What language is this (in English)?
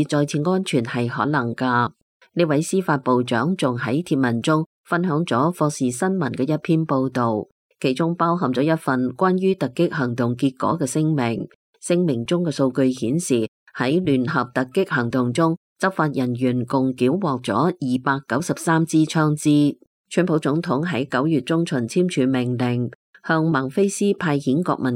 Cantonese